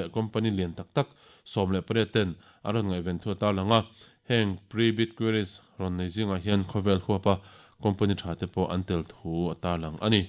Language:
Mizo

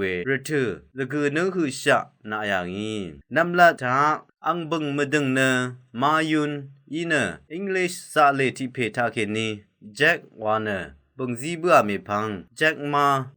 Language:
Rawang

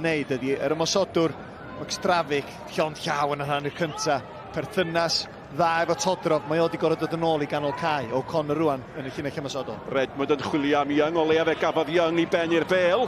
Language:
Welsh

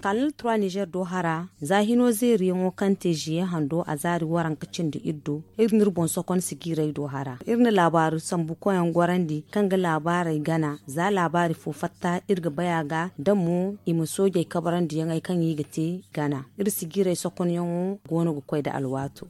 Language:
Zarma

